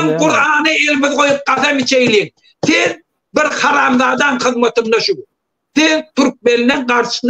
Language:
Turkmen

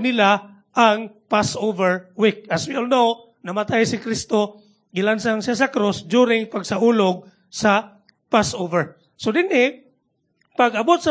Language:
Cebuano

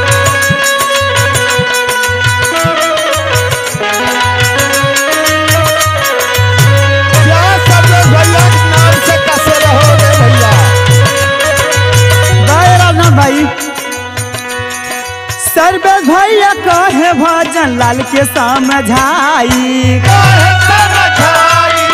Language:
Bhojpuri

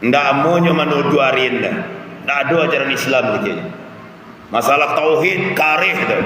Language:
Minangkabau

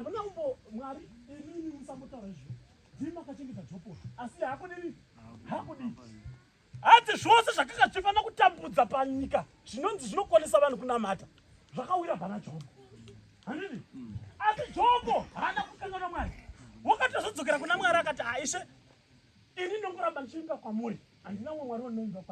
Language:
Shona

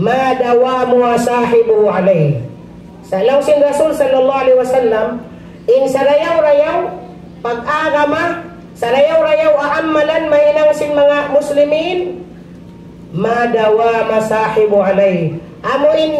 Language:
Tausug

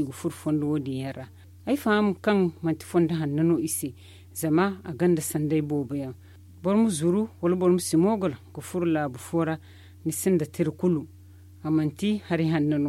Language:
Zarma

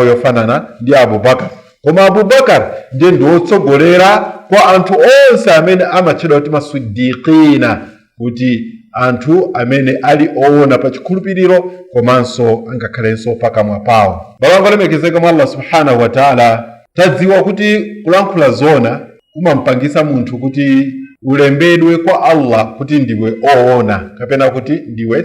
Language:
Nyanja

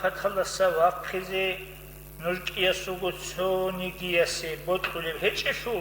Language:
Avaric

